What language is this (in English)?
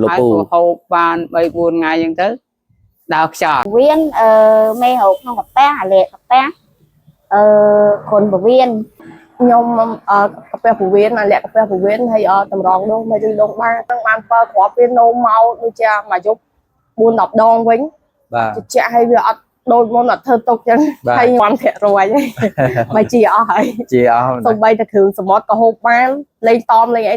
Khmer